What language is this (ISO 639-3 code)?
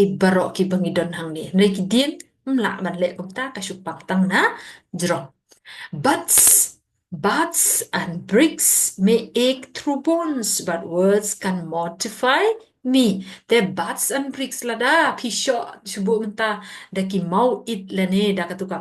kha